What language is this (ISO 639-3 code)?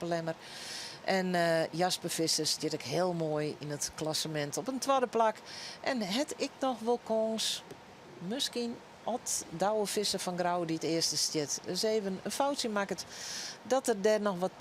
fry